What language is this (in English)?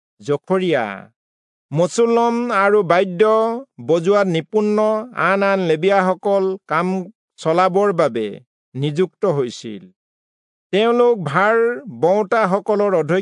Assamese